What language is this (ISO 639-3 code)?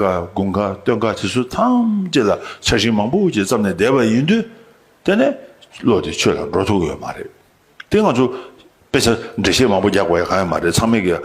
bod